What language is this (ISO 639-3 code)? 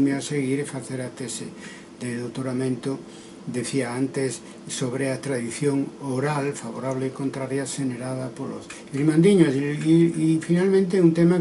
glg